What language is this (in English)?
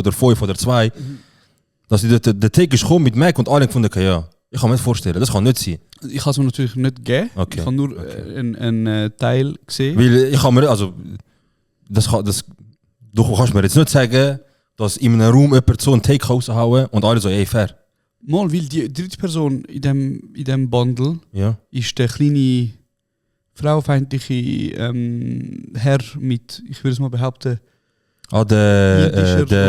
Swiss German